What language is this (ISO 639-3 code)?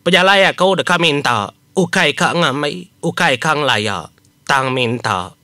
iba